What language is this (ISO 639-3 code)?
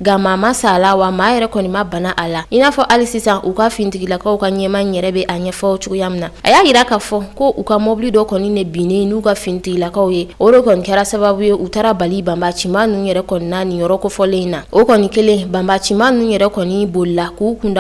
bam